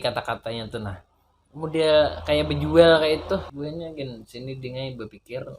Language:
Banjar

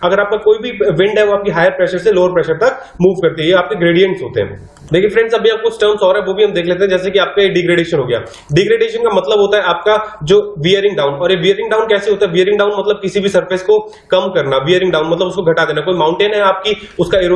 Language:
Hindi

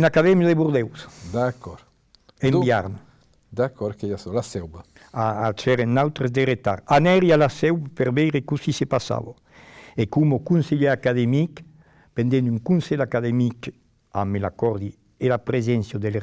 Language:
Occitan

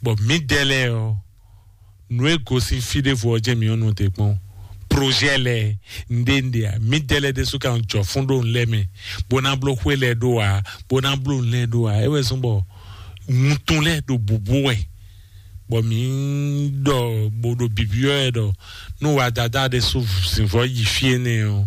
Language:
Fon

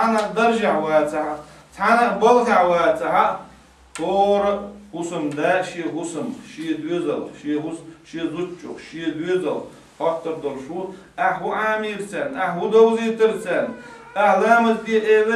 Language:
Chechen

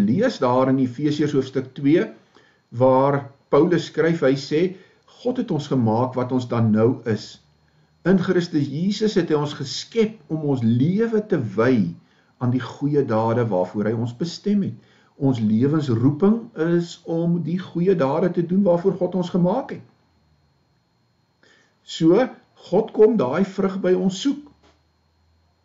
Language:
Afrikaans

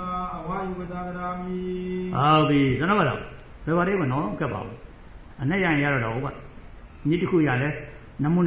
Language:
Burmese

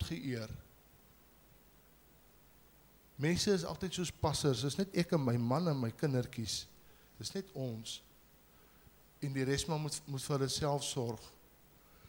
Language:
Afrikaans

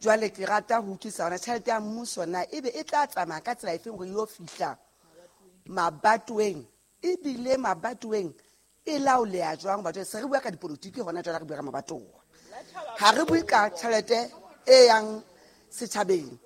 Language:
Southern Sotho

